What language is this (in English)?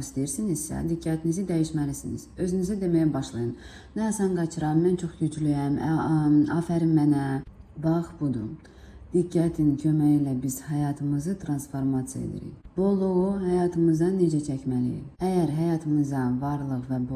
Azerbaijani